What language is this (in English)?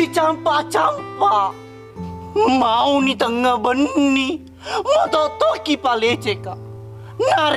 Buginese